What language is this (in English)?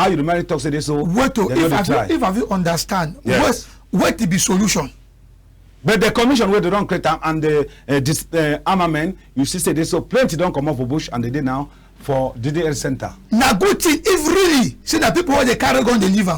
Cameroon Pidgin